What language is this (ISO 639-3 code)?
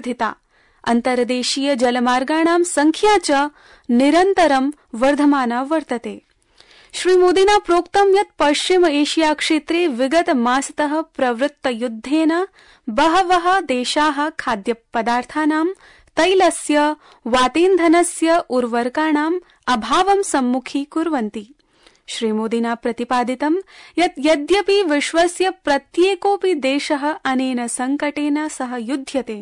san